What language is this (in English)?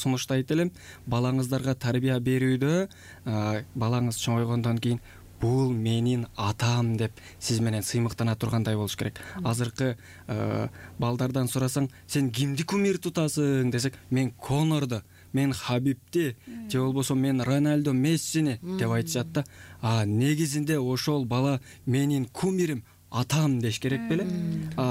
Kyrgyz